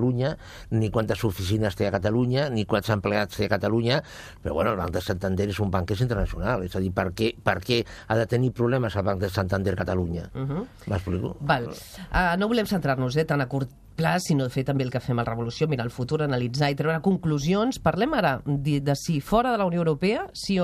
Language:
Catalan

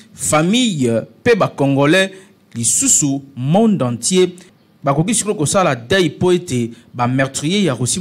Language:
Lingala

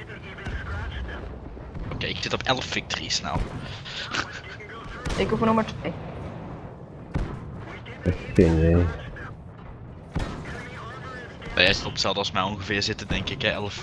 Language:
Dutch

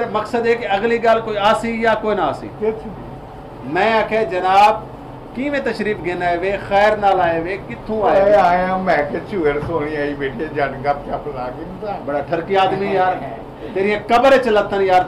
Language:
Saraiki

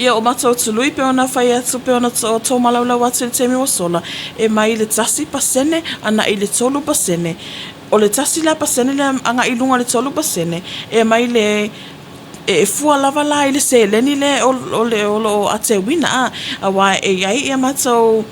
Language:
Samoan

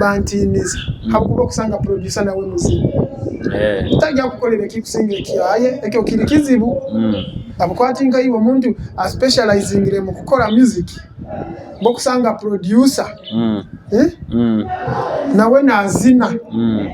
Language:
Nyoro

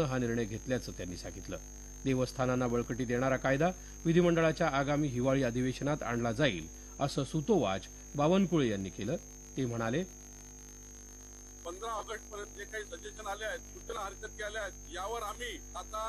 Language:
Marathi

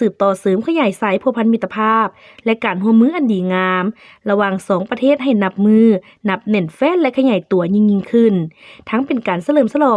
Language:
Lao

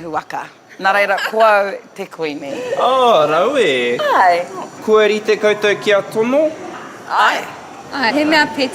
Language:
Māori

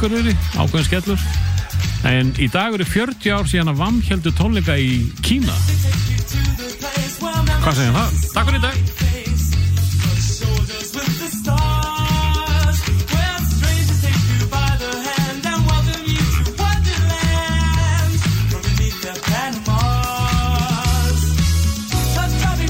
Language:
Icelandic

